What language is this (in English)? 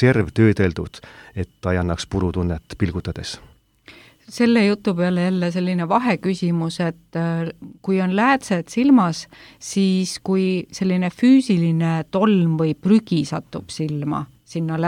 Estonian